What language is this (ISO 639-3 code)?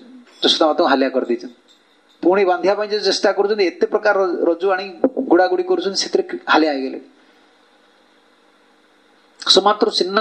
ori